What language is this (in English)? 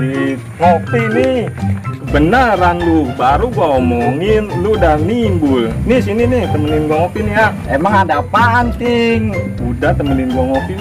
Betawi